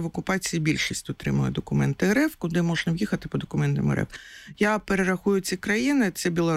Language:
Ukrainian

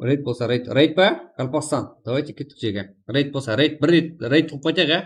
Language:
Kara-Kalpak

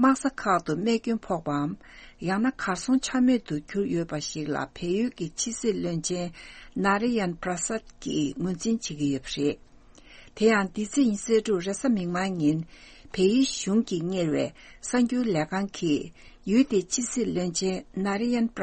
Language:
Tibetan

